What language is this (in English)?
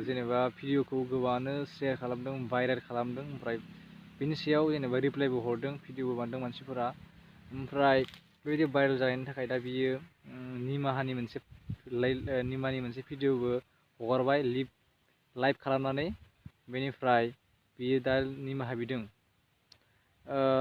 Bodo